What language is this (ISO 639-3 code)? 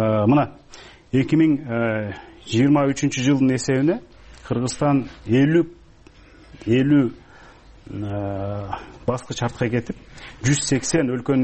kir